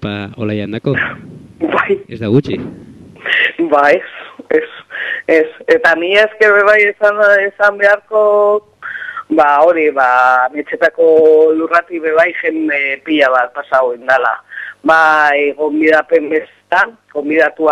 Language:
Basque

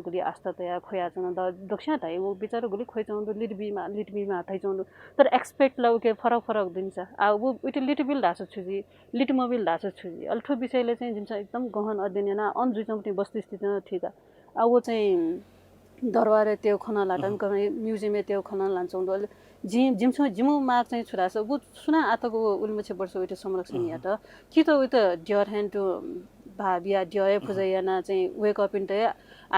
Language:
Newari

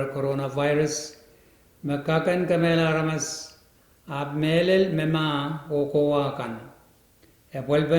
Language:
Pohnpeian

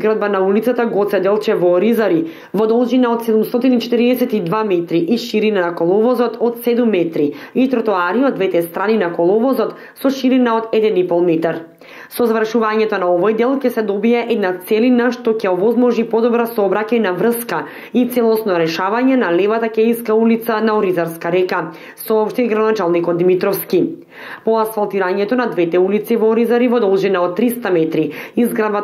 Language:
Macedonian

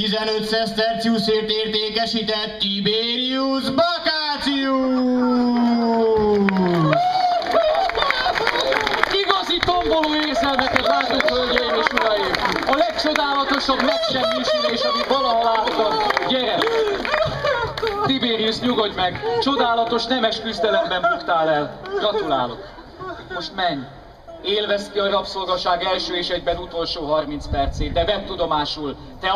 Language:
Hungarian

